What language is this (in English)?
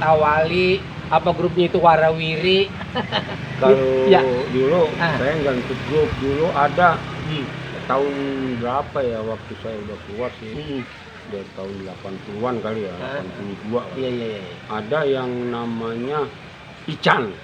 Betawi